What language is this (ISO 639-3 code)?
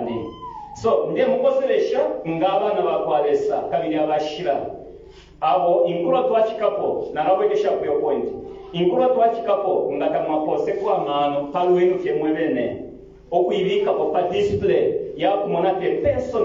bem